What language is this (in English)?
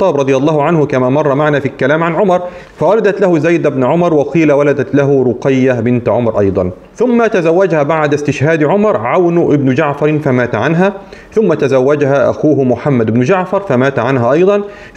Arabic